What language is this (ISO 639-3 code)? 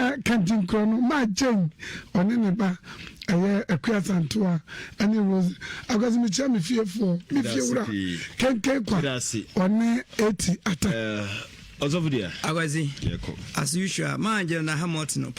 aka